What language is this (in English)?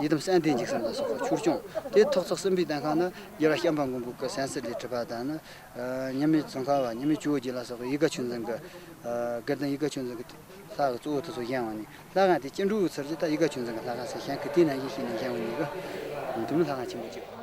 Tibetan